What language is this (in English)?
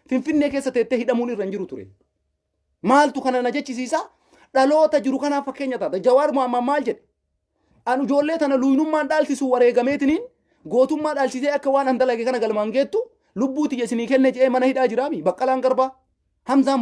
Oromo